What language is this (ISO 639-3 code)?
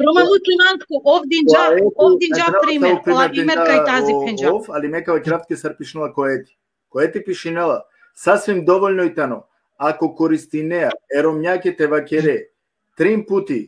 rmn